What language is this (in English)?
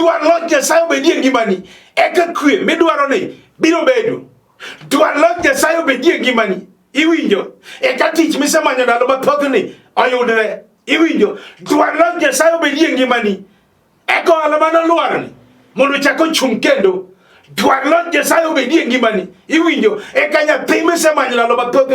Luo (Kenya and Tanzania)